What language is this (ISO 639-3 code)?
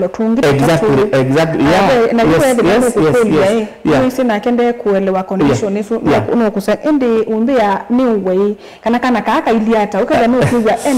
kam